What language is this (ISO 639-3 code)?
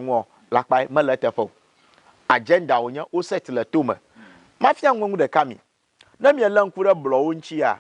ewe